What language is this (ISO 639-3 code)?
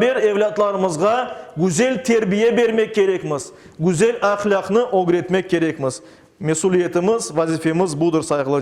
crh